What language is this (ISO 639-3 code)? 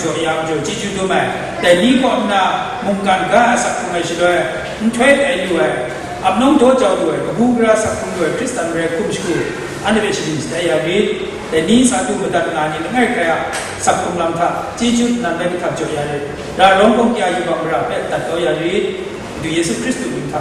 kac